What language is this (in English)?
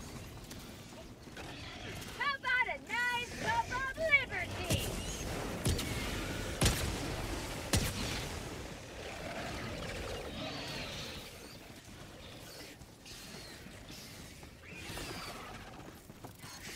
English